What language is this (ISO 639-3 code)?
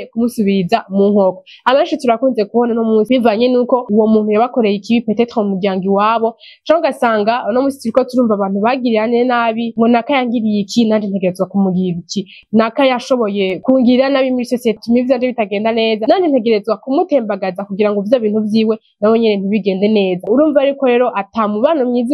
run